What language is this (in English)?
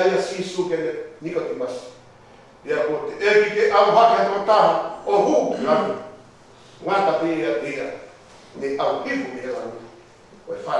Tongan